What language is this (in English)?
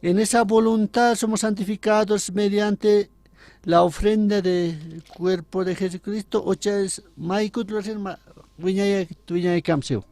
Aymara